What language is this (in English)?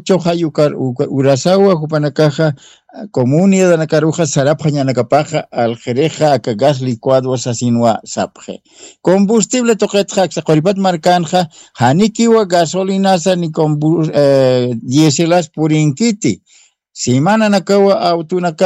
Aymara